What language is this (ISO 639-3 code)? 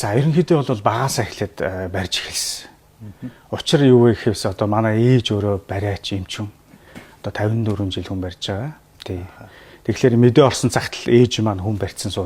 mon